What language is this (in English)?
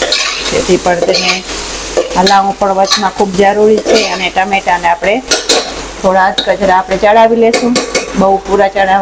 Gujarati